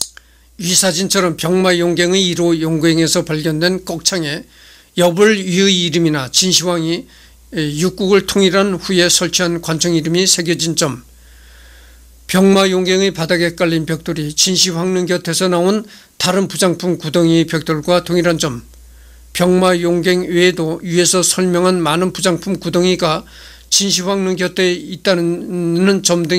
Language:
Korean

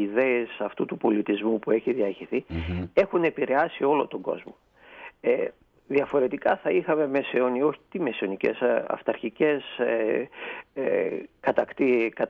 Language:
Greek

